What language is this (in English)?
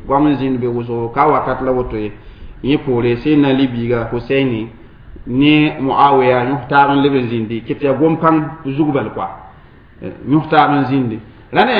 Mossi